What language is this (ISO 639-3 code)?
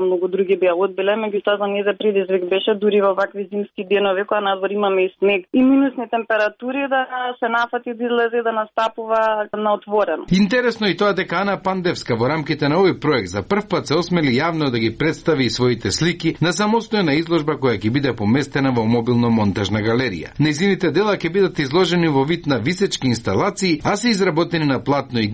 mkd